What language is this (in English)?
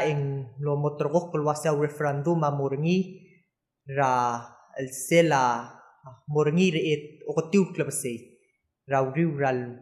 Palauan